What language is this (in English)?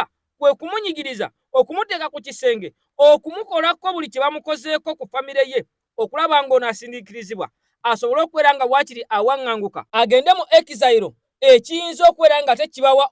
Ganda